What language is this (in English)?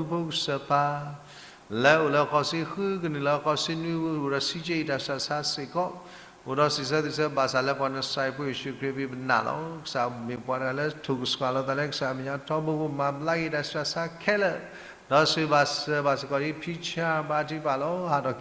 S'gaw Karen